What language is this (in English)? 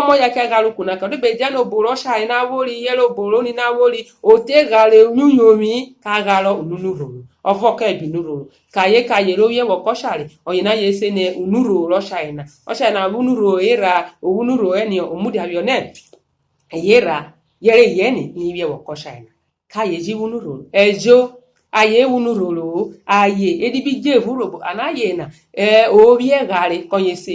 Urhobo